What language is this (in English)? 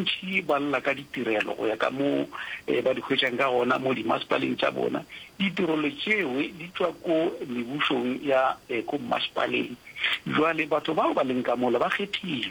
Northern Sotho